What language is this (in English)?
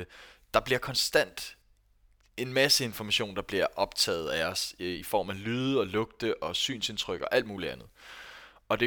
Danish